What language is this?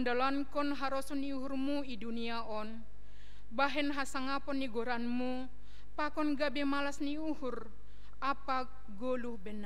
Batak Simalungun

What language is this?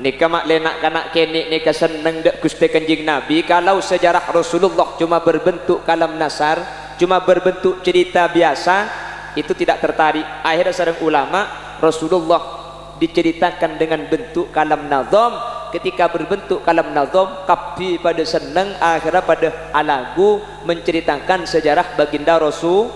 Madurese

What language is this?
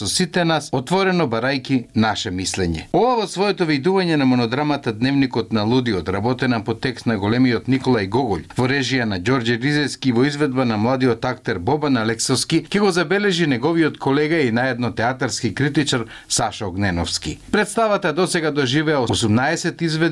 Macedonian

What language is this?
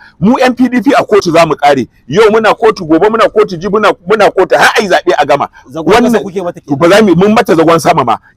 Hausa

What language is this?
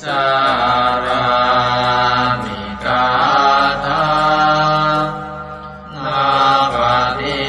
Pali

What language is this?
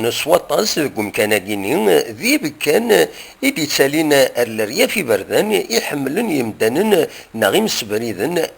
Kabyle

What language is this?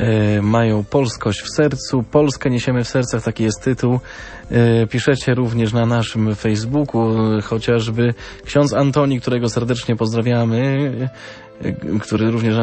Polish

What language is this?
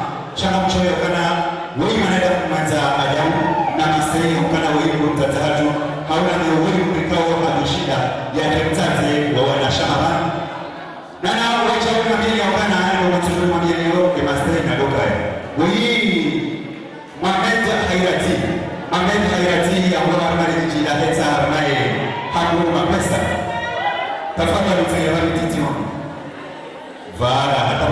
Swahili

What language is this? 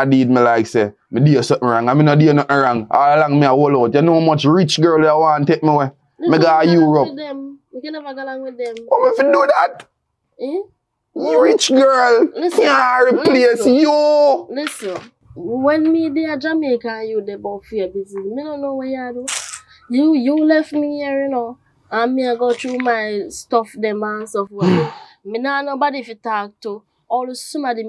Jamaican Creole English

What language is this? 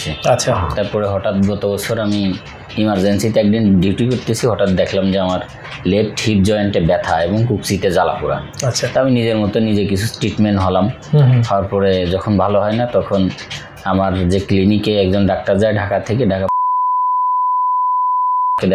Bangla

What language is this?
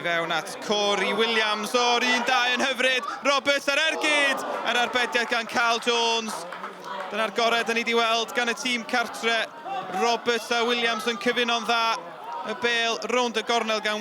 Welsh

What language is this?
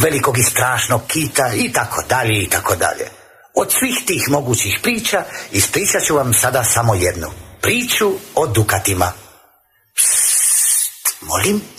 Croatian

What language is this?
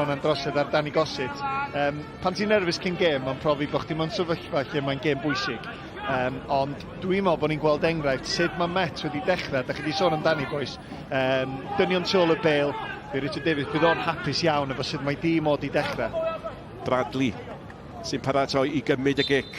Welsh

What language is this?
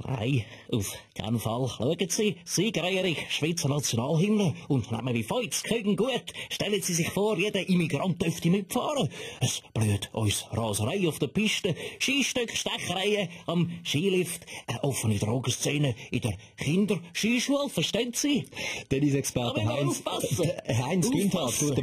Swiss German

